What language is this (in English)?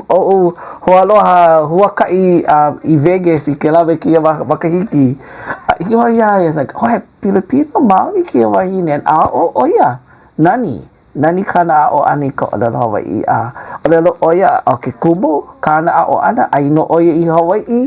Hawaiian